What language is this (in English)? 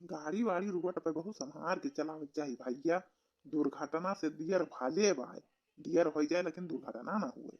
Awadhi